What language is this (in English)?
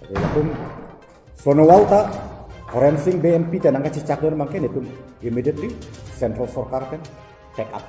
Karbi